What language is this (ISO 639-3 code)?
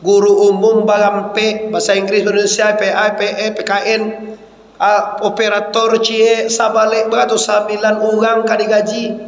min